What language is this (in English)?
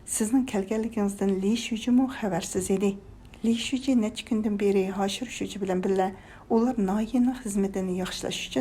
Uyghur